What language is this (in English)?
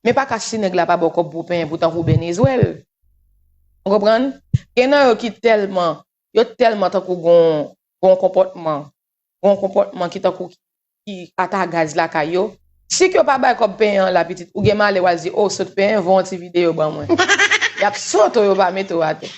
Haitian Creole